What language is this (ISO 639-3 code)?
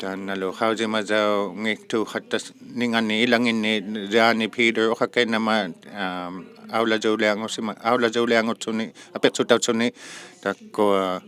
iku